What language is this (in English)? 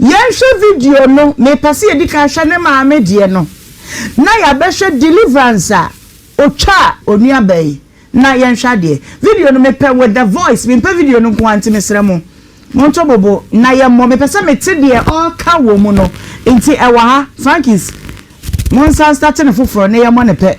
Akan